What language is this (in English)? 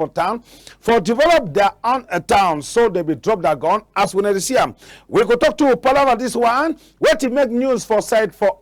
Cameroon Pidgin